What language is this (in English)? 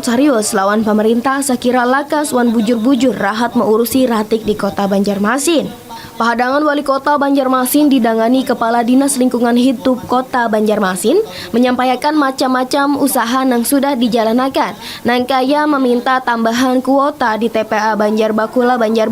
Banjar